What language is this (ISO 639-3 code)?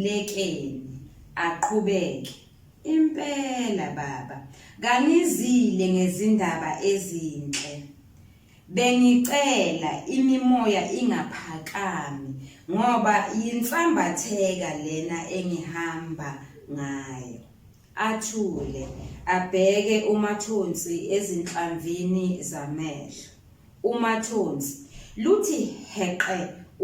zul